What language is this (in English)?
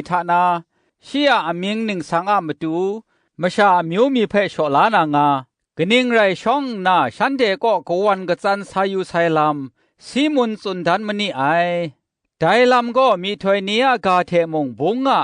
Kachin